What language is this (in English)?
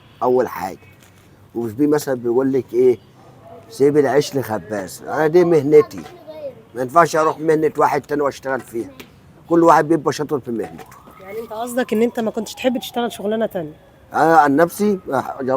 Egyptian Arabic